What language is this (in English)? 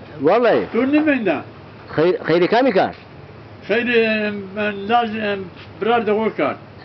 Zaza